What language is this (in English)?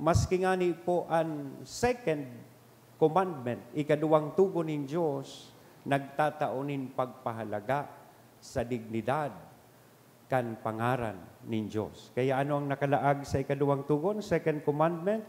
Bikol